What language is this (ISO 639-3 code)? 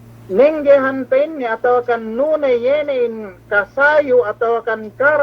yka